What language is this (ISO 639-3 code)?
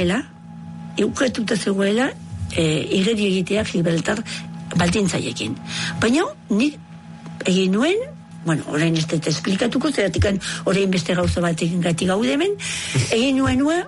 eus